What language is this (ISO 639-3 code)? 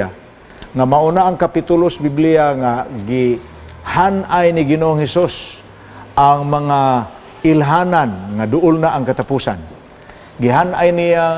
ceb